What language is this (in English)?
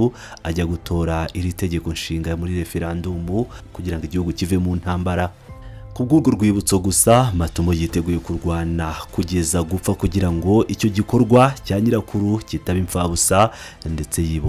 Kinyarwanda